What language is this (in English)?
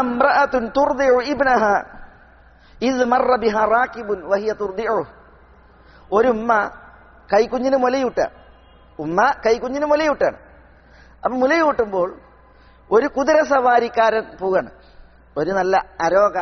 Malayalam